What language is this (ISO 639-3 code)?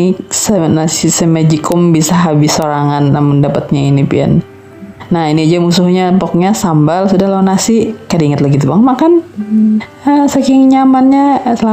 bjn